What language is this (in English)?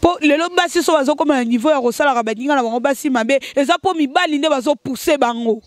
Lingala